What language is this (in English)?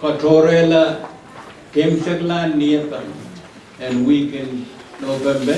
Pohnpeian